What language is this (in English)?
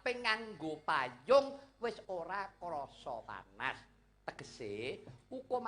Javanese